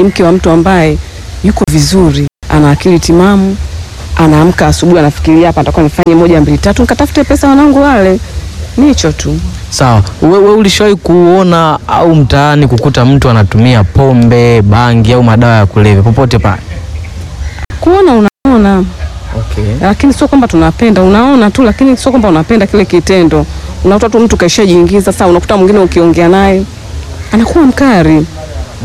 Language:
Swahili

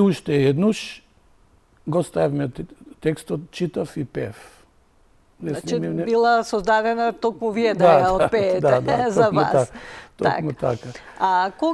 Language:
Macedonian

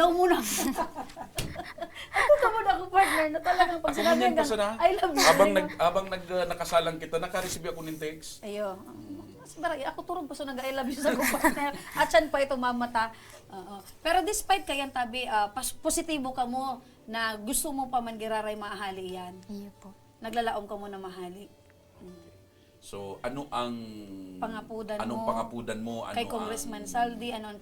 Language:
Bikol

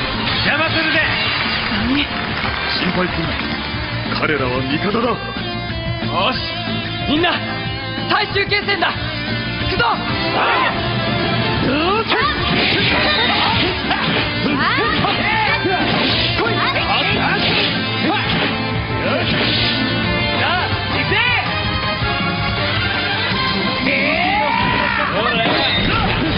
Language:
Japanese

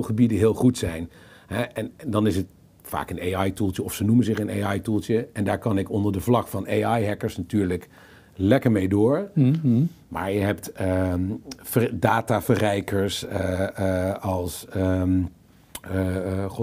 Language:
Dutch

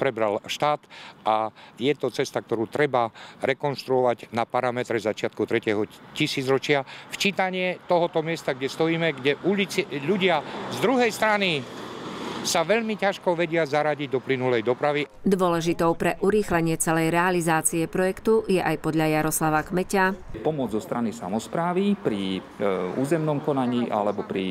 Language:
Slovak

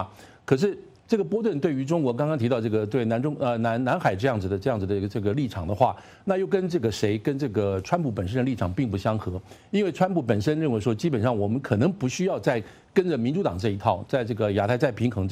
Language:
Chinese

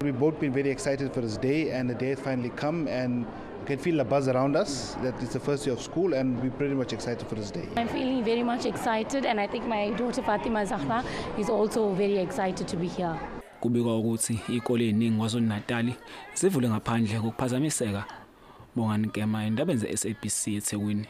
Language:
Zulu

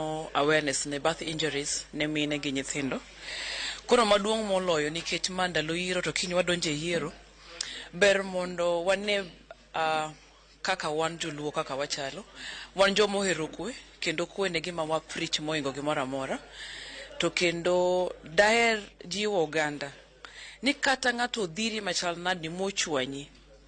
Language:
Luo (Kenya and Tanzania)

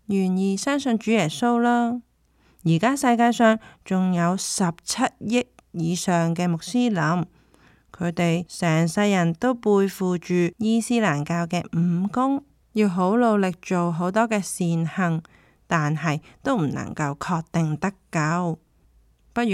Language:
Cantonese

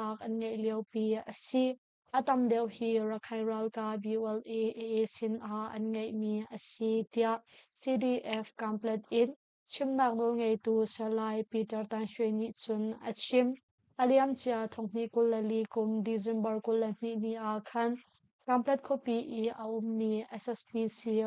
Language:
Hakha Chin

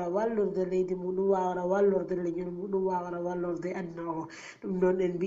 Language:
Fula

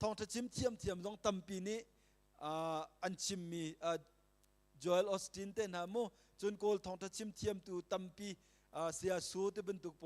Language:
Hakha Chin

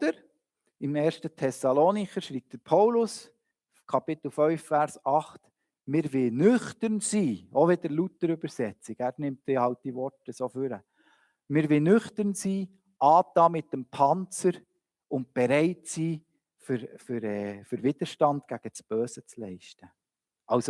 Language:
Swiss German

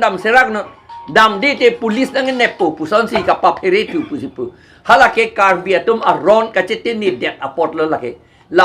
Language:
Karbi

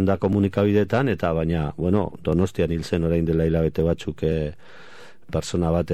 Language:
Basque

